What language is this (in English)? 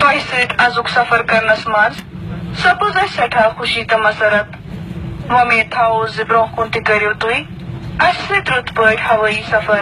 Kashmiri